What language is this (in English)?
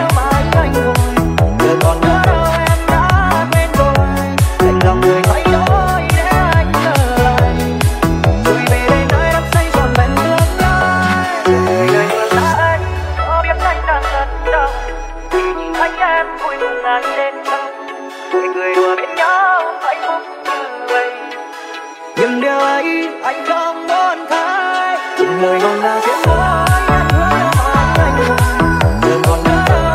Vietnamese